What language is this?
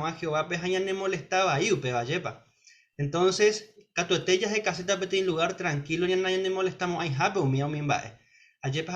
Guarani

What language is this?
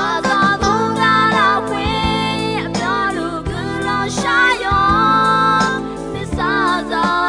Akha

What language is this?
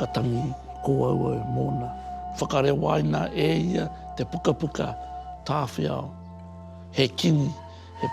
Māori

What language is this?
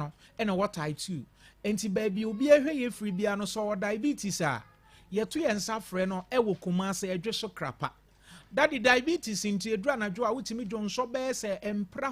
Akan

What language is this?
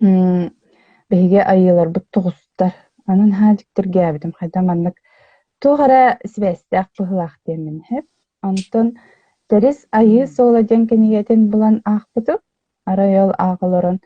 Yakut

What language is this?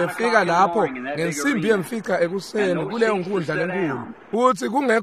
Swati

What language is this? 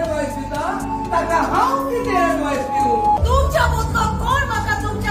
Konkani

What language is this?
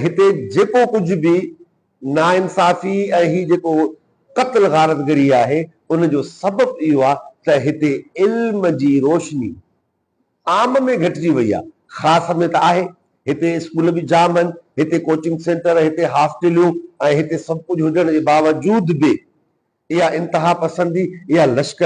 Sindhi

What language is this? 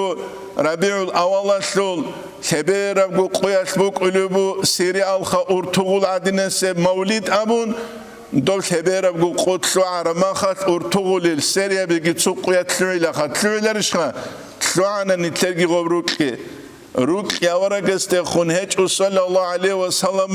Avaric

